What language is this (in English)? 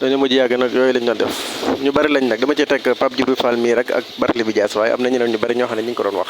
Wolof